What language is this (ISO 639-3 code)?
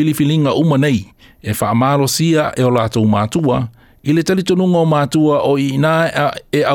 smo